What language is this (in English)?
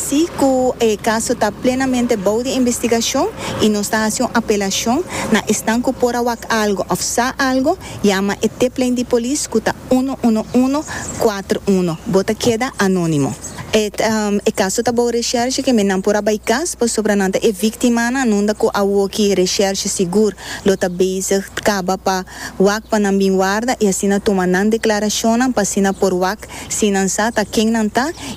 Papiamento